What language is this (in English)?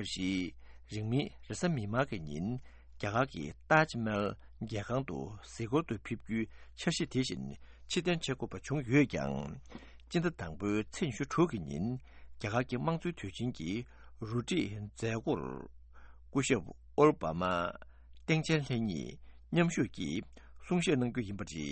Tibetan